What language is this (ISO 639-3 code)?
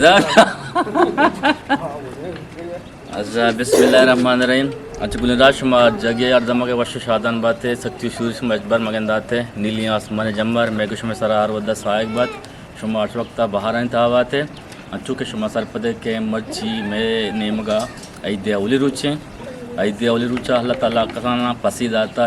bgp